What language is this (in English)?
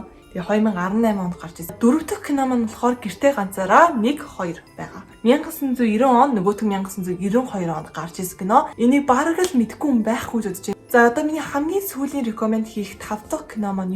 Mongolian